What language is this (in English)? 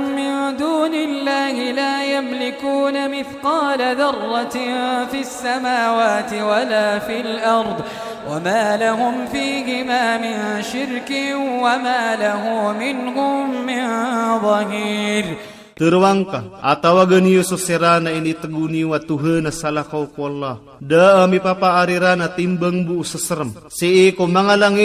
Iranun (Philippines)